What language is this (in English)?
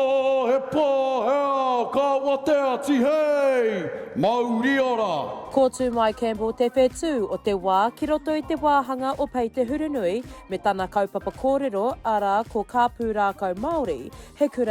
Māori